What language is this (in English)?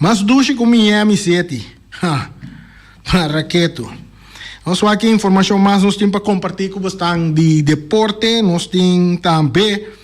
Papiamento